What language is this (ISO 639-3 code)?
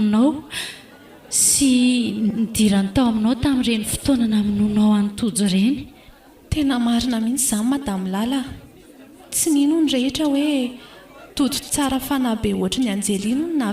mlg